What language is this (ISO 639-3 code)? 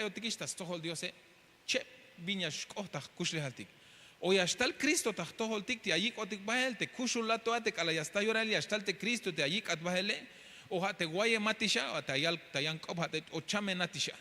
tzh